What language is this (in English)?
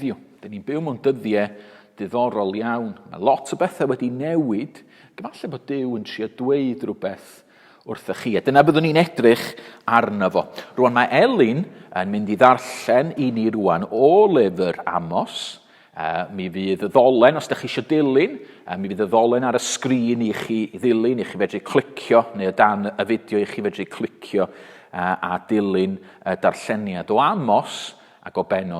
Welsh